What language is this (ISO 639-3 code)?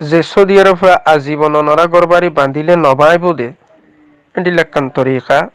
rhg